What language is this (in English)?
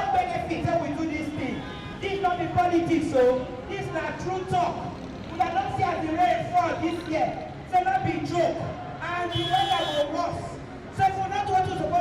Nigerian Pidgin